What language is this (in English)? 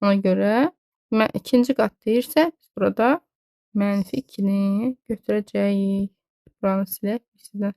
Azerbaijani